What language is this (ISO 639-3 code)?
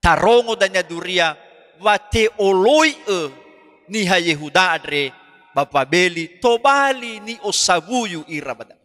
nia